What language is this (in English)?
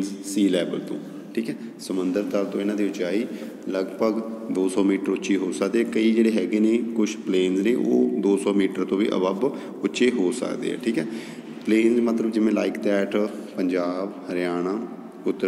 Punjabi